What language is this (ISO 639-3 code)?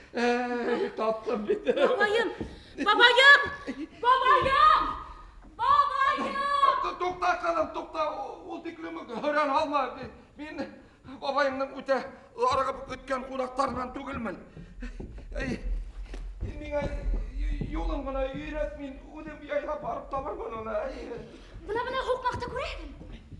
bak